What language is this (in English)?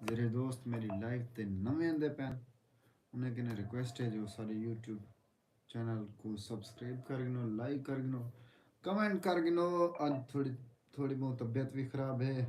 Saraiki